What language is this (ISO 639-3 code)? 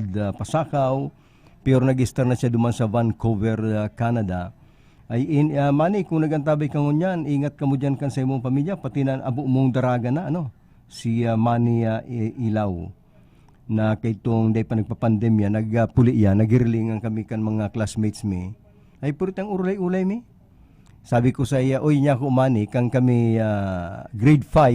bik